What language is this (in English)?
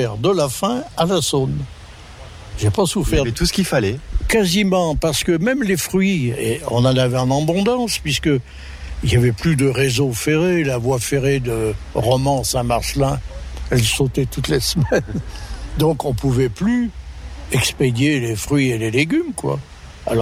French